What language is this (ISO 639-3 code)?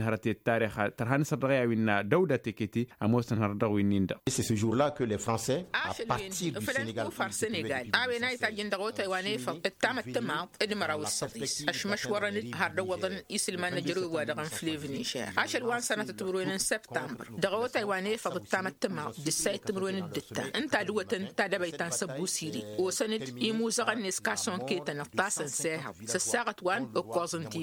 taq